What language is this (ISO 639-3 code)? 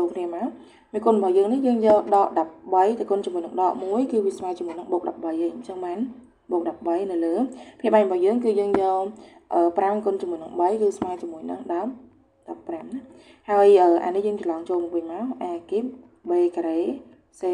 khm